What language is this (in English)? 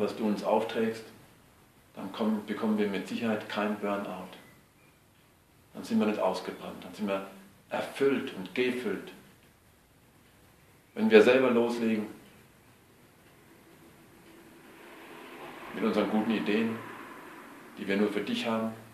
German